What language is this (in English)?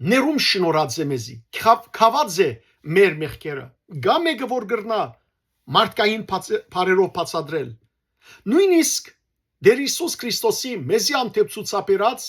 Western Armenian